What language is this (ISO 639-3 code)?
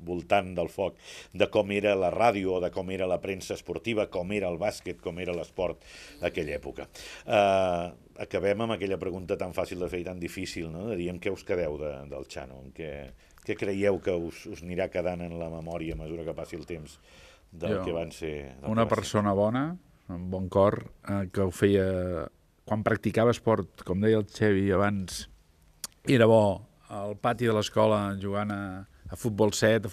cat